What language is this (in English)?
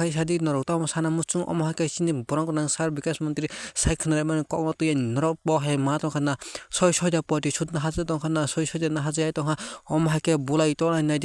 Kok Borok